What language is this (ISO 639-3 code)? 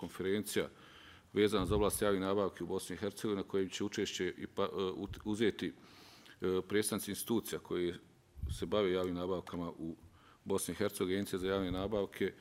bos